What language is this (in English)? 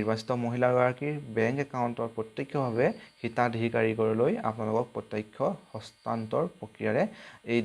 Assamese